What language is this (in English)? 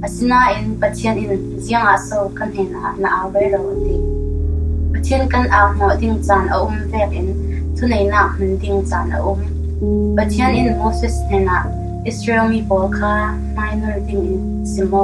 Falam Chin